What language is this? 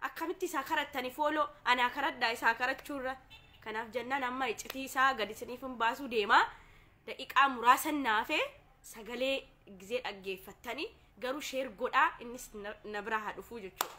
Oromo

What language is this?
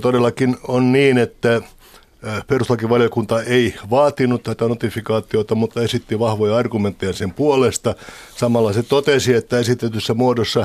Finnish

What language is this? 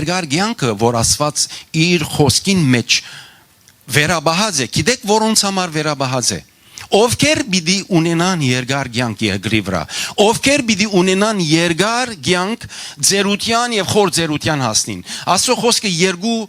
Western Armenian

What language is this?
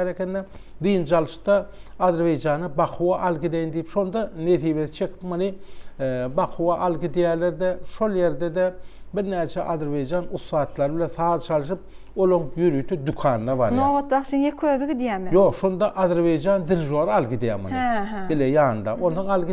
Turkmen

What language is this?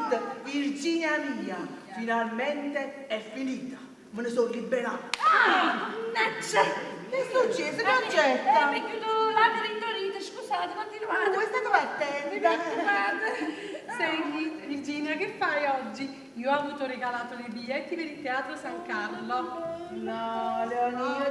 Neapolitan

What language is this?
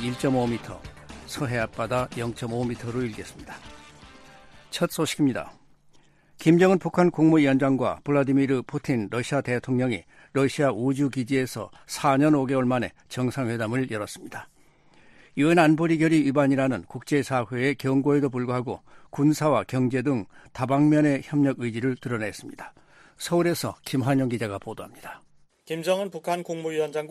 Korean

